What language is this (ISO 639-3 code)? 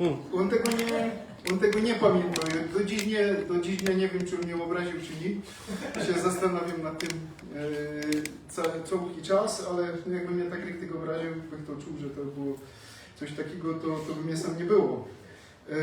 szl